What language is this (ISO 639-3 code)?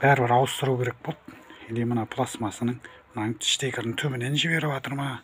kaz